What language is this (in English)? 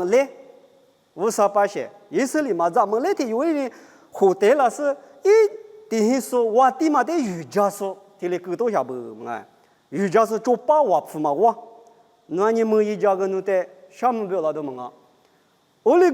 Lisu